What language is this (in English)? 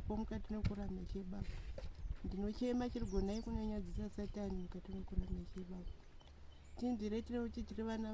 Shona